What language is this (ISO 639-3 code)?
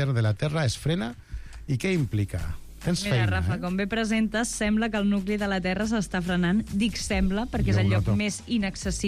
cat